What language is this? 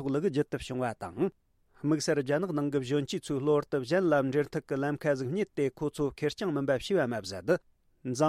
Tibetan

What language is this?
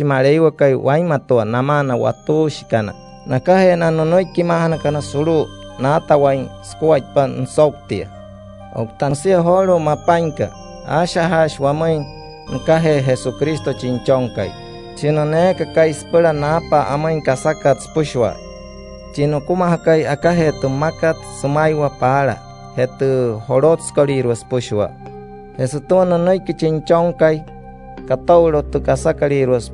Wayuu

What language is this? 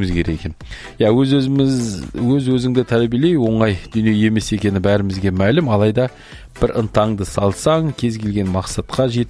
Kazakh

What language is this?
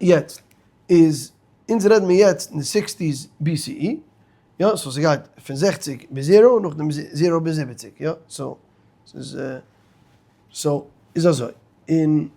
Yiddish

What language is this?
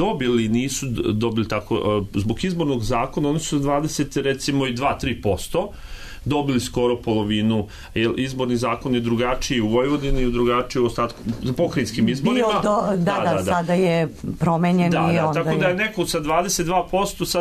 Serbian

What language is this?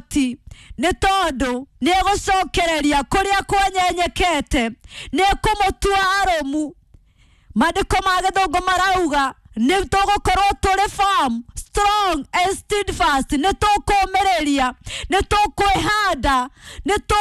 Kikuyu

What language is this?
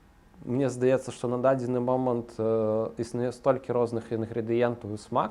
Belarusian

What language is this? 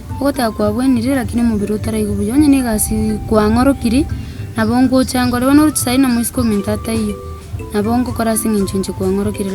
Gusii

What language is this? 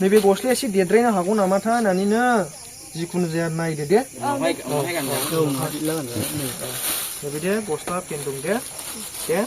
Bodo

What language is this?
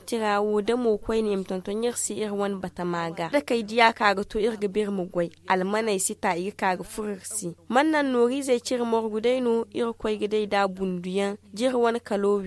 Zarma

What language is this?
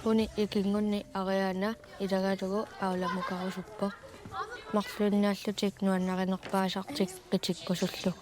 Kalaallisut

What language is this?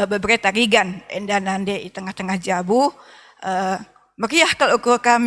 Batak Karo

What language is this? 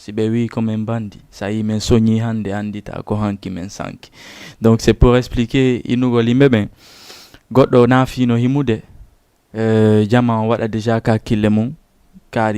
Fula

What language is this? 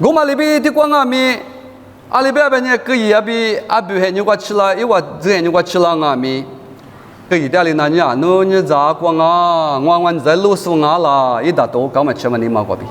Lisu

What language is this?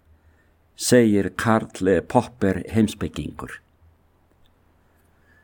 Icelandic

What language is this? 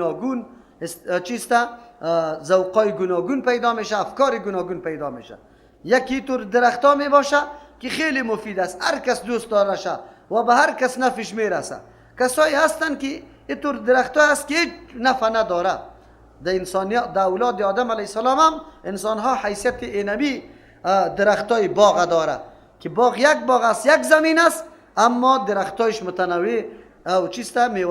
Persian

